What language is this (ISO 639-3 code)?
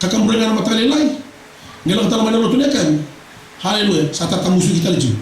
fij